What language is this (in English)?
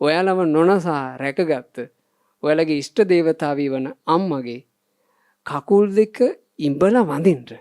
Sinhala